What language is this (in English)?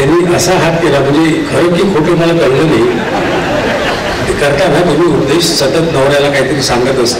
Marathi